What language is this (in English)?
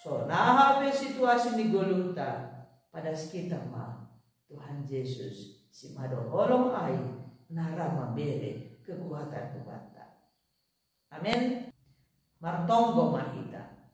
Batak Simalungun